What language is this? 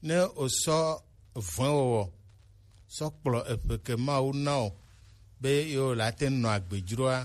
Gen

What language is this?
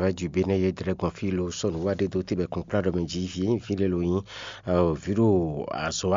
Fon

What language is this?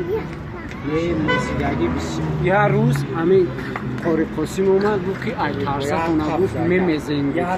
Tajik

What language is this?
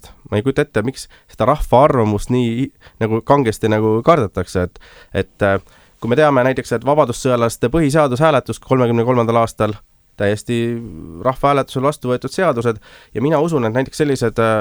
Estonian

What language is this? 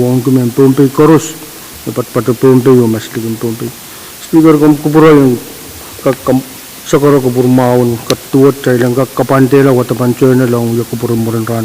Pohnpeian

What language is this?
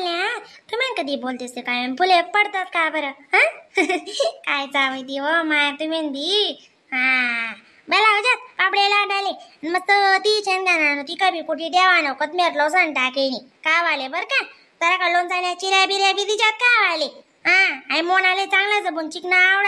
Khandesi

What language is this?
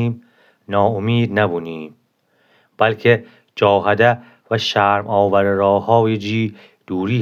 Gilaki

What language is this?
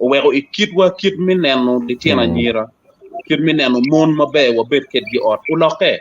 Acoli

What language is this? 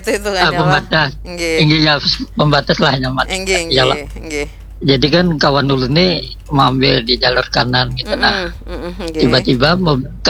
Banjar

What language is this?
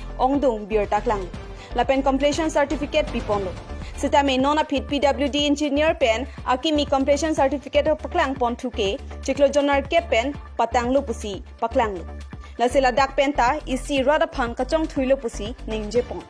Karbi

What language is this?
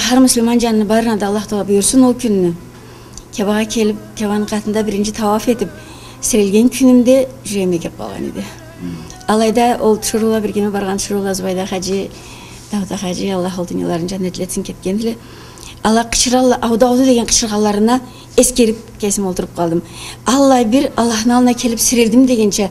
Karachay-Balkar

